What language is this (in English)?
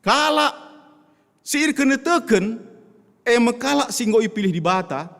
Batak Karo